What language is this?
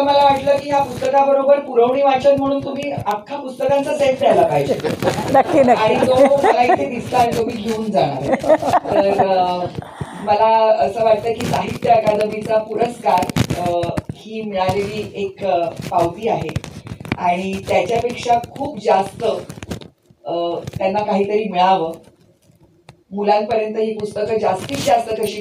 Marathi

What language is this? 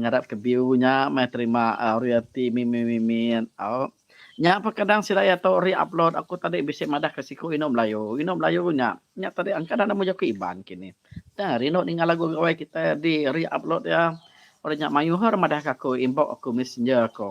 Iban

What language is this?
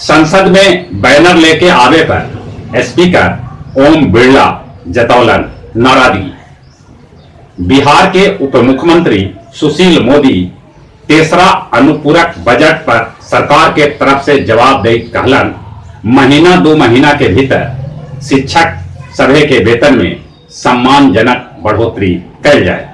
Magahi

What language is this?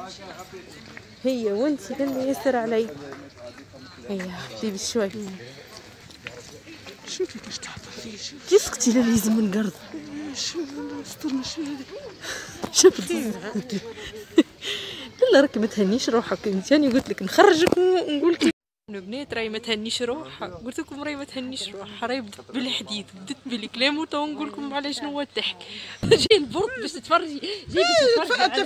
Tunisian Arabic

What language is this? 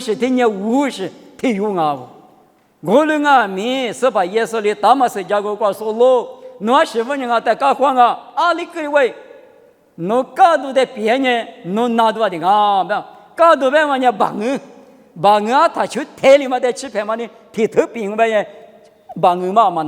Lisu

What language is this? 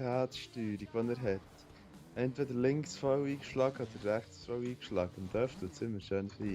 Swiss German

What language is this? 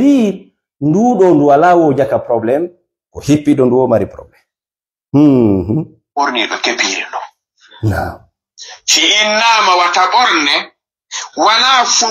Fula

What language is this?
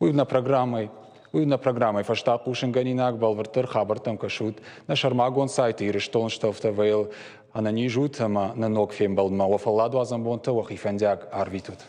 Ossetic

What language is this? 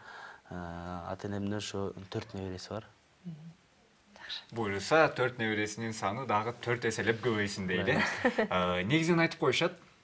Kyrgyz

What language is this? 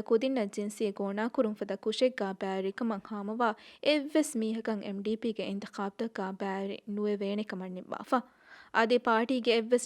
Divehi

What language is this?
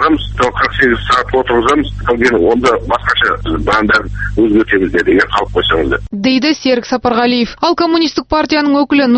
Kazakh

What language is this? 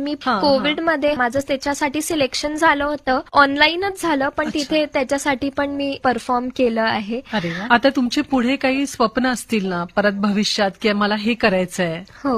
Marathi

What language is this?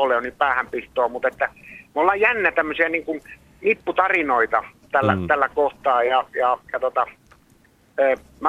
Finnish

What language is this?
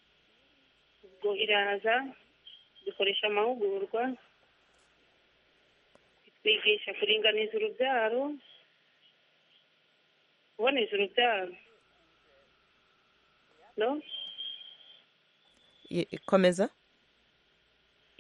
Kinyarwanda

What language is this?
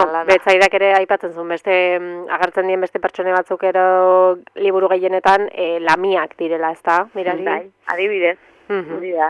Basque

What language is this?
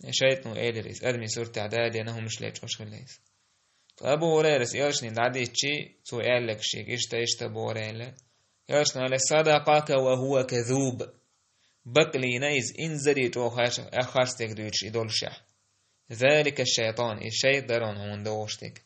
Chechen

